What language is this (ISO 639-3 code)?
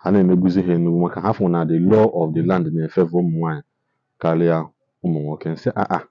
ibo